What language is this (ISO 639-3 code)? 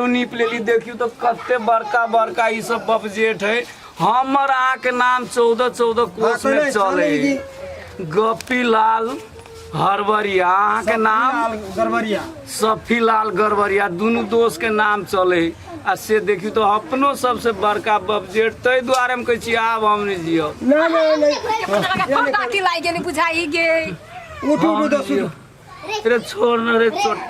mai